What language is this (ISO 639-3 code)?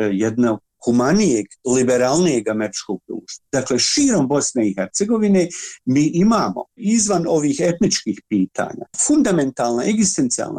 bos